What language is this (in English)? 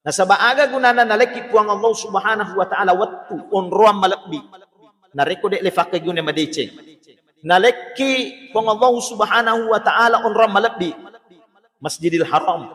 Buginese